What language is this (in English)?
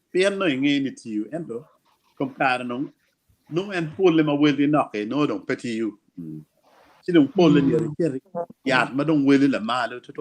Acoli